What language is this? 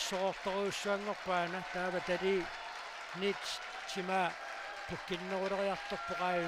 Kalaallisut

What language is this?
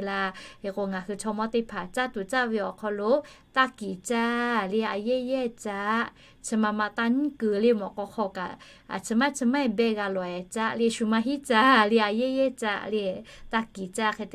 Lahu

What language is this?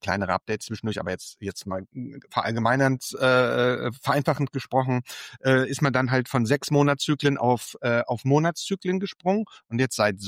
German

